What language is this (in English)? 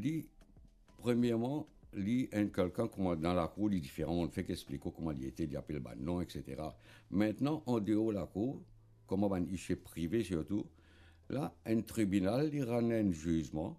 Morisyen